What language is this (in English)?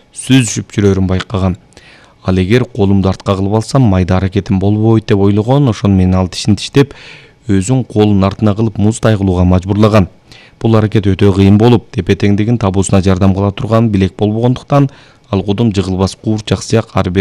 Kyrgyz